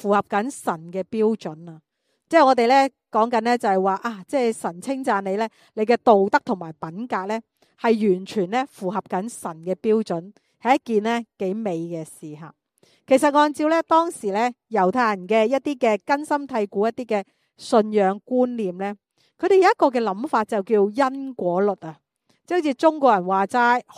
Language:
Cantonese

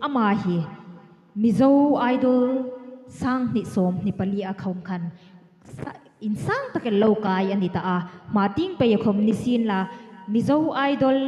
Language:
Hmar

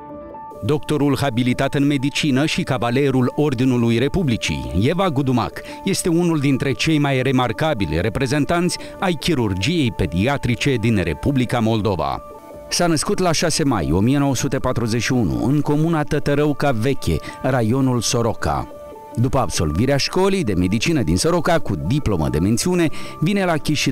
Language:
Romanian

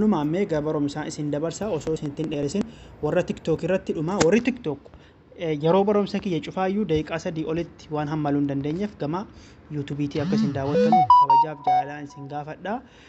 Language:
Oromo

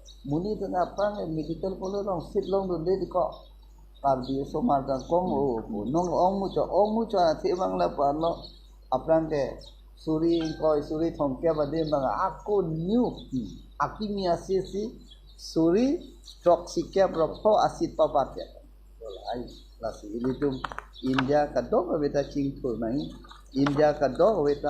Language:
Karbi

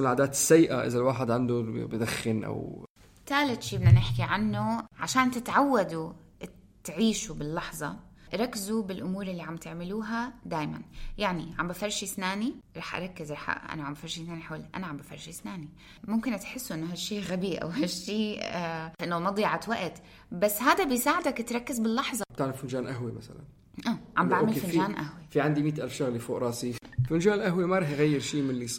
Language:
North Levantine Arabic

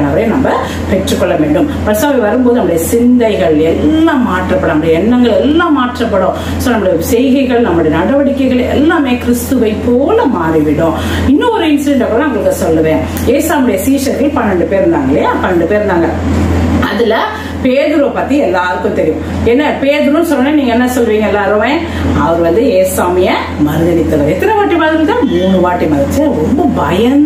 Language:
Tamil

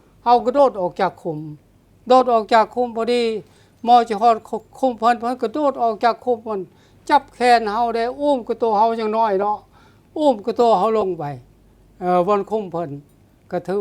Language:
Lao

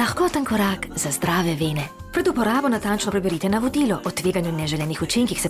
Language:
Slovenian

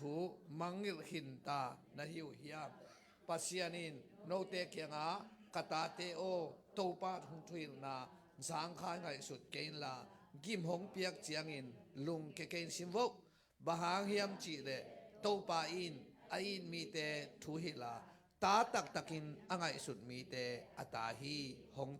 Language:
Tedim Chin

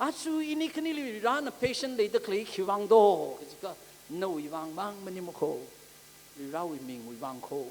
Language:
Tangkhul Naga (India)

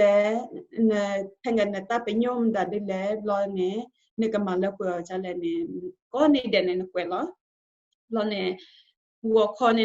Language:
S'gaw Karen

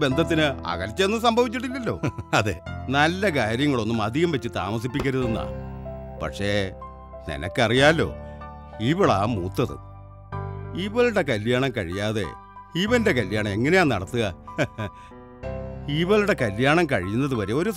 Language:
Malayalam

